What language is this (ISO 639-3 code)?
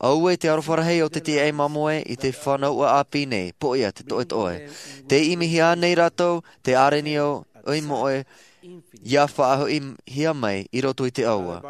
tah